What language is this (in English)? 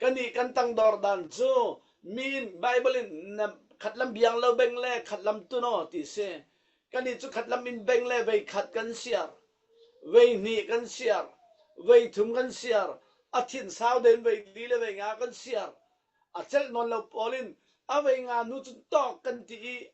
Falam Chin